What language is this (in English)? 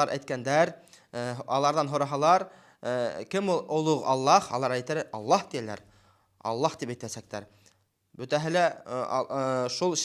Bashkir